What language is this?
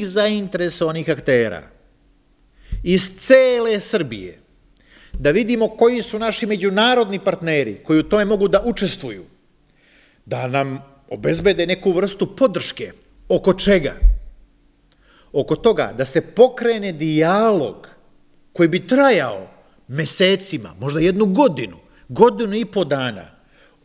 Serbian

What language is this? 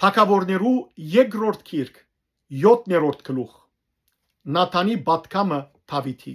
Western Armenian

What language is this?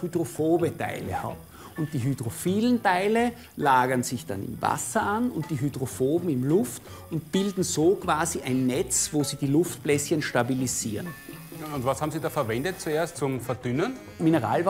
German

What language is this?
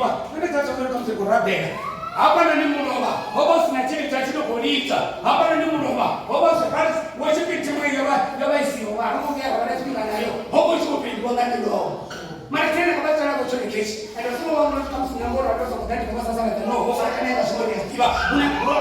Venda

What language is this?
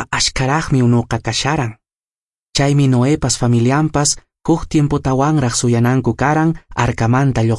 Quechua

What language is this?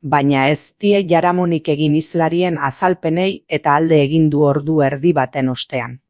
Basque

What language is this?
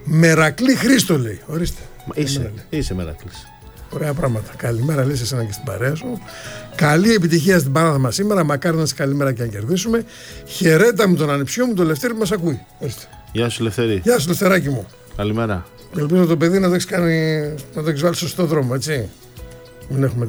Greek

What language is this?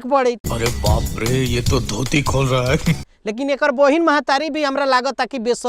Bhojpuri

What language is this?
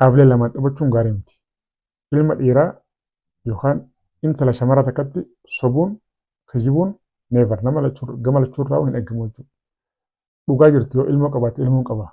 Oromo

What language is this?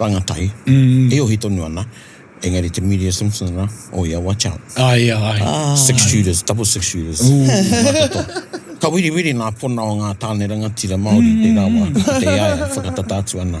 Māori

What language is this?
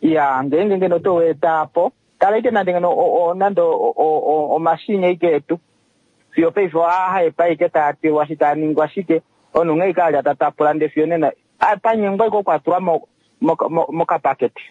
Kuanyama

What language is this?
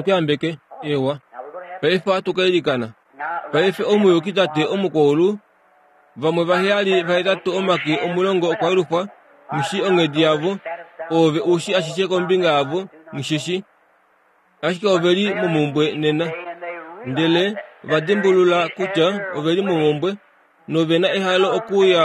Kuanyama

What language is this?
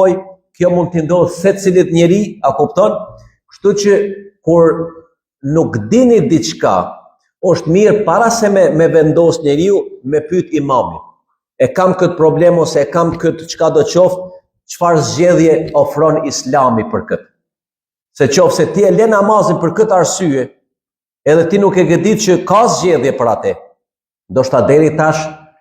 Albanian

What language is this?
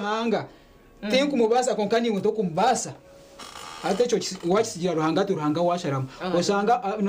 Nyankole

